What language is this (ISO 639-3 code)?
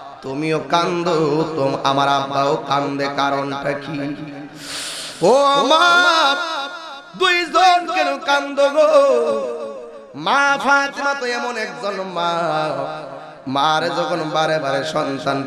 ben